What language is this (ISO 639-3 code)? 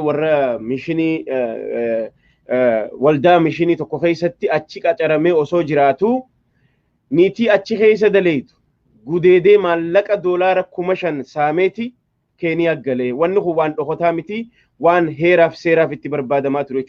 orm